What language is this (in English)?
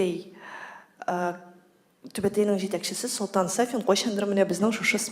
Tatar